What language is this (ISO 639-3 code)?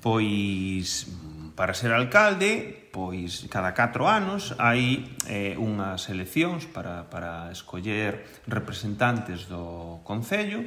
glg